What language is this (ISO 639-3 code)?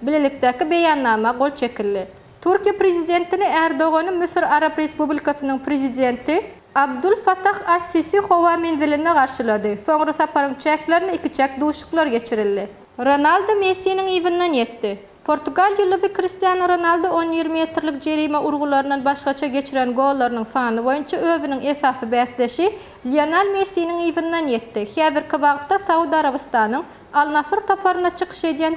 tuk